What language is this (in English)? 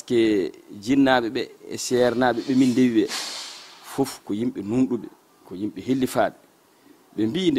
Fula